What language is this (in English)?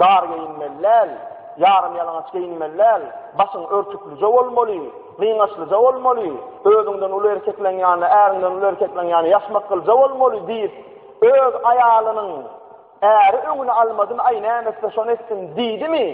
Turkmen